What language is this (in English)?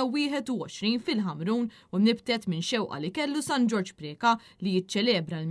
Maltese